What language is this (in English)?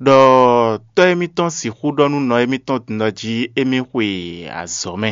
Fon